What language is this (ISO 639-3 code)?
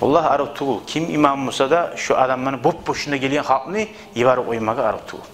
kum